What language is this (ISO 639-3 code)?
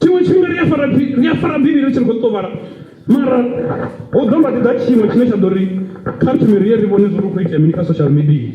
ven